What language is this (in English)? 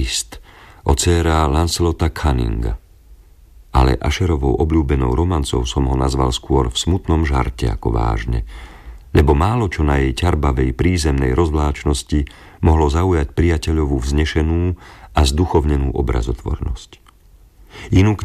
Slovak